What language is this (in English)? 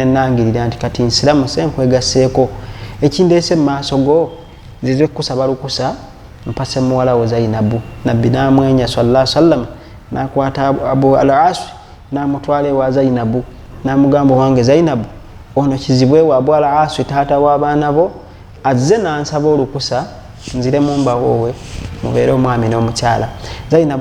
Ganda